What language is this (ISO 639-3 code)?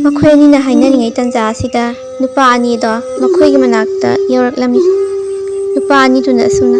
mni